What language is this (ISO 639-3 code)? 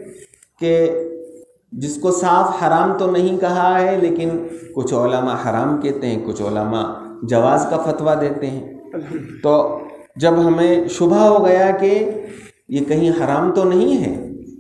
urd